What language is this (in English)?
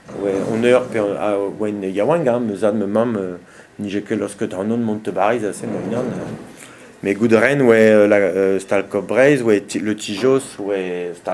Breton